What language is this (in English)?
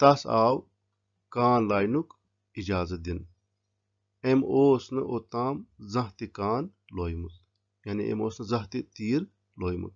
Kashmiri